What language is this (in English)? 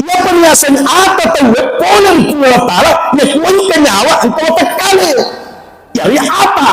Buginese